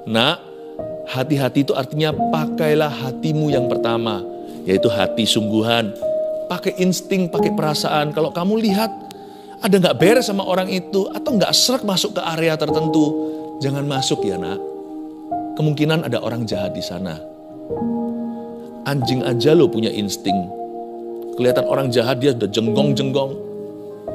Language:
Indonesian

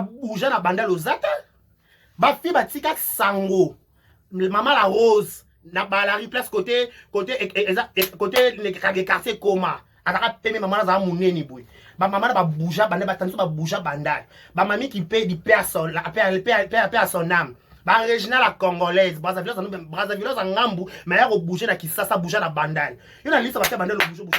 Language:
Lingala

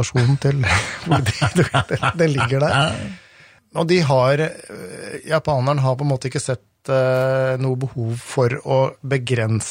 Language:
Norwegian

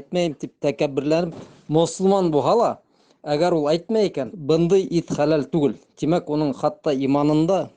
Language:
Bashkir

